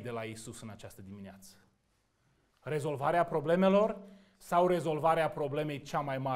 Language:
Romanian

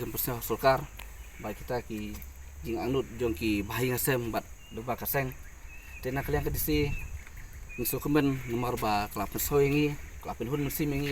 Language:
Khasi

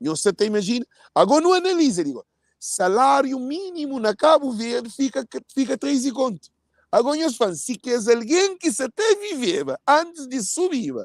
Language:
Kabuverdianu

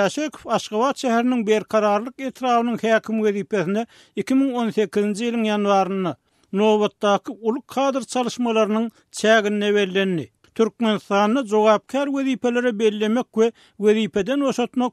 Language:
Turkmen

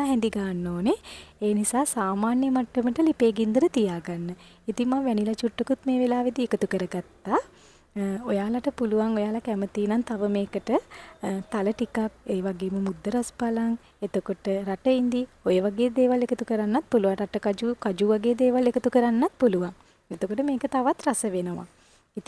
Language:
Sinhala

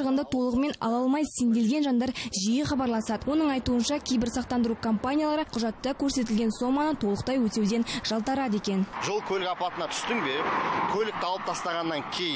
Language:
Kazakh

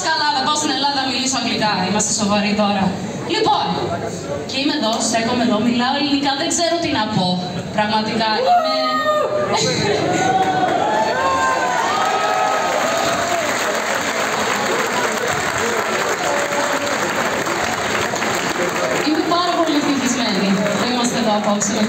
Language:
Greek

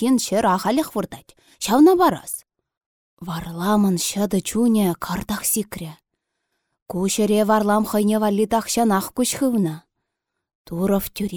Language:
Chuvash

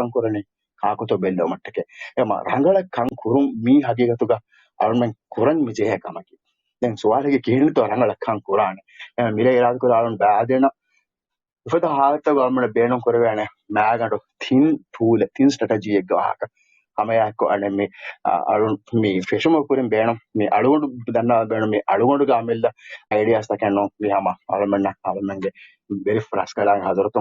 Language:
Divehi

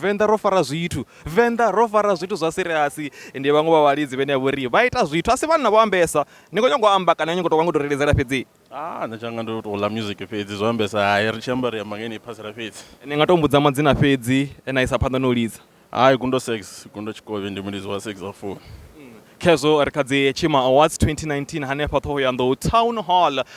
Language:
Venda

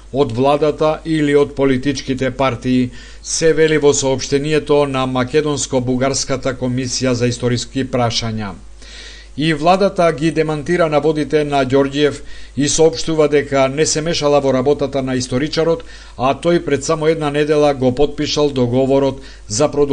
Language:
Macedonian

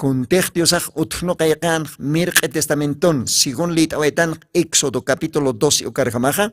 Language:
Aymara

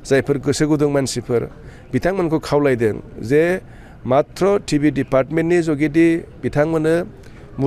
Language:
Bodo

